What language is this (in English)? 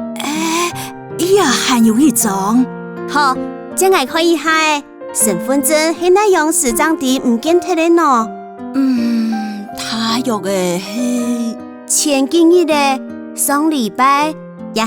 Hakka Chinese